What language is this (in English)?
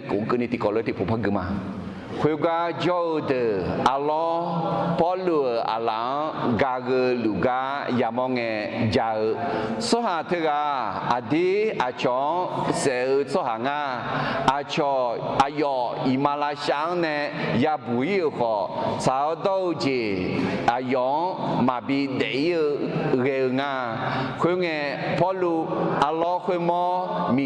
Akha